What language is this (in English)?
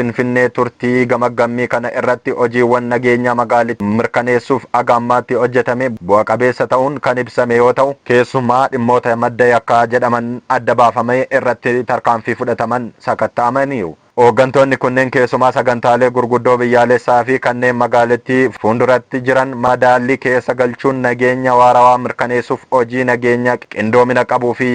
Oromo